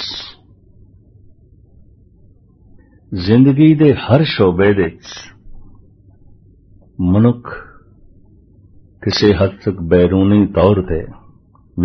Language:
Punjabi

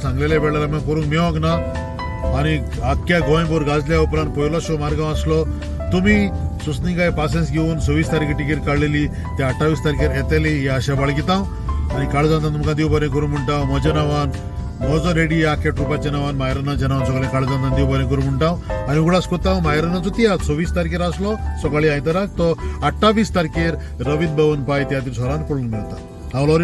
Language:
Konkani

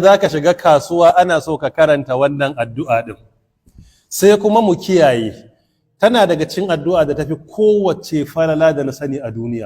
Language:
Hausa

